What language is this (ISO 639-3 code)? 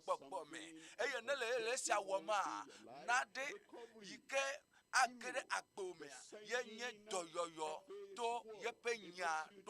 ewe